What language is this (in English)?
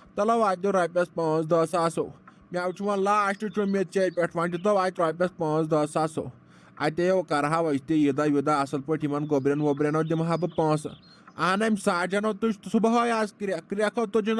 Kashmiri